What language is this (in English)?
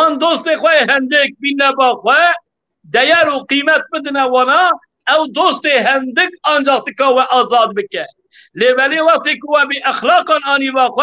Kurdish